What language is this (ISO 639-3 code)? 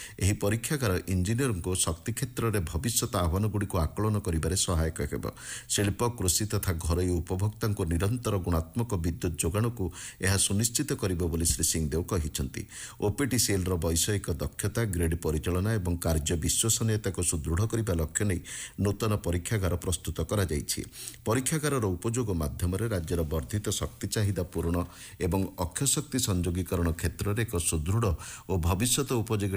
ori